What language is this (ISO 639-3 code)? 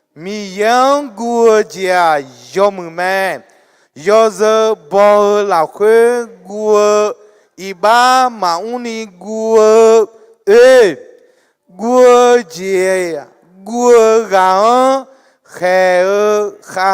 ahk